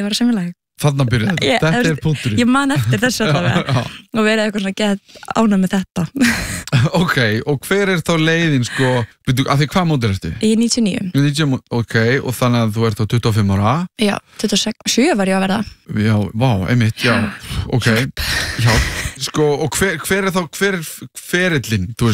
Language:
Icelandic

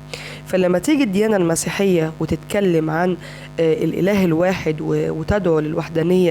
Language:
Egyptian Arabic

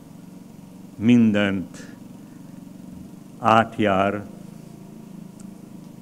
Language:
Hungarian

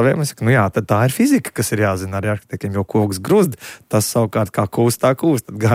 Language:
Latvian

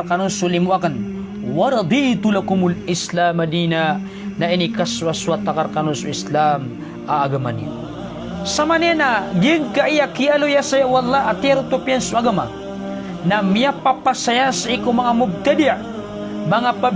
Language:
Maranao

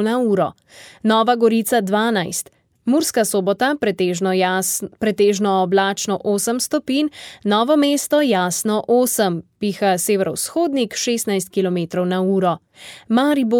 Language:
Slovenian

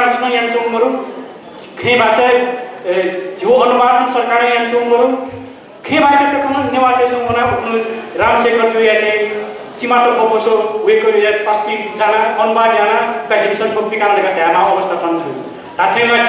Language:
Newari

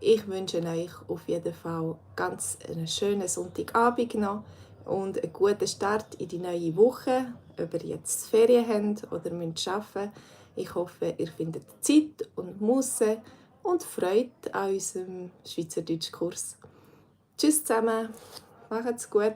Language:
Swiss German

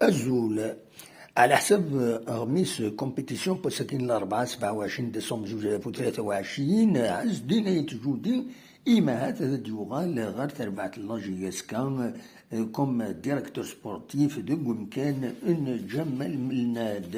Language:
Kabyle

